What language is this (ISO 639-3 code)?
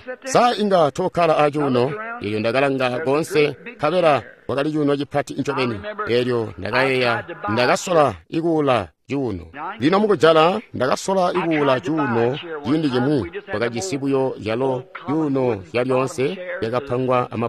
toi